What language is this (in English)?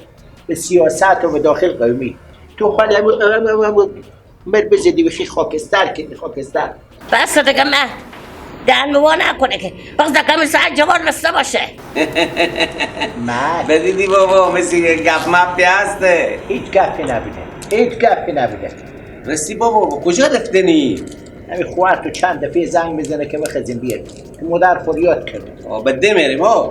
Persian